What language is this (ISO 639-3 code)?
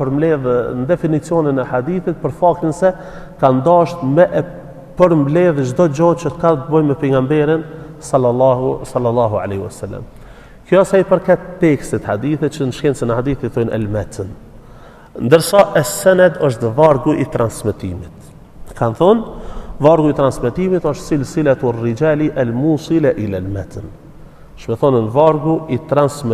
sqi